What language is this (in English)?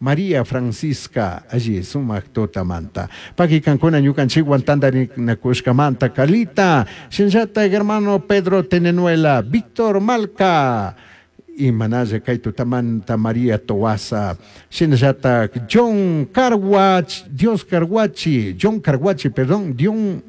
Chimborazo Highland Quichua